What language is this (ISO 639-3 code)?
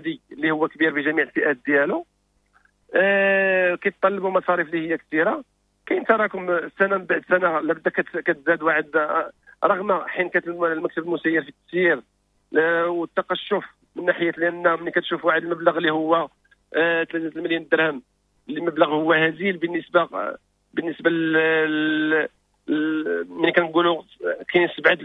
ary